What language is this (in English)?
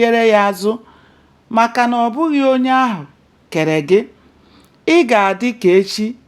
Igbo